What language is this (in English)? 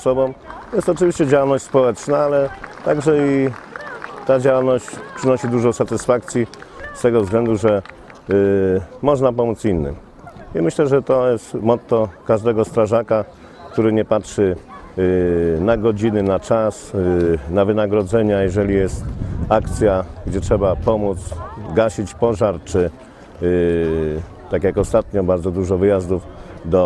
Polish